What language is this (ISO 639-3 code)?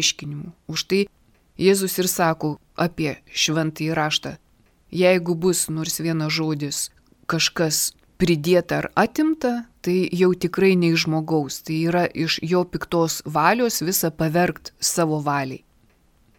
lit